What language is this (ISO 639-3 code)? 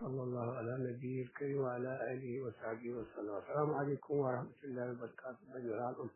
ful